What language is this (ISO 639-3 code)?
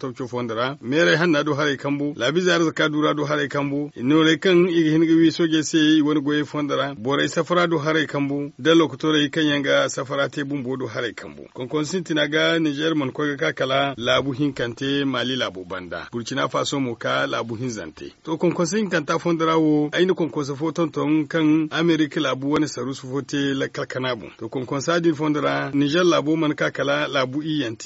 dje